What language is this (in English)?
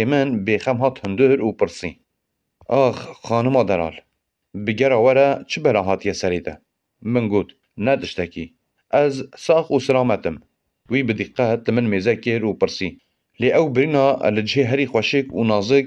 Kurdish